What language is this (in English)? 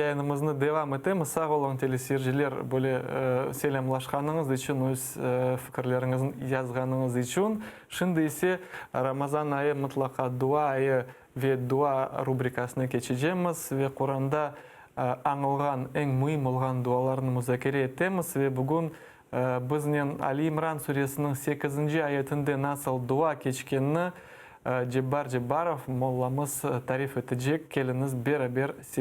Crimean Tatar